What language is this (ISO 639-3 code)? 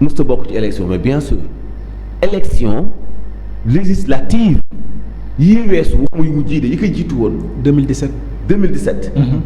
wol